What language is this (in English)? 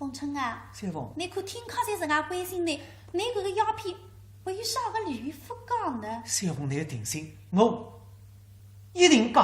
Wu Chinese